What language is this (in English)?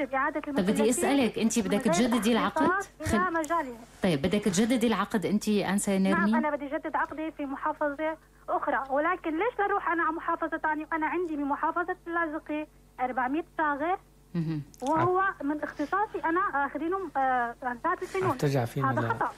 North Levantine Arabic